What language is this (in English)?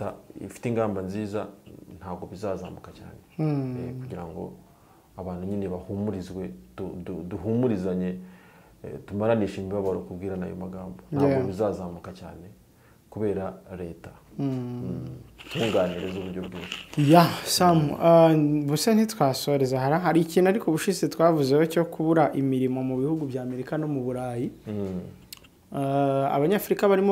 Kinyarwanda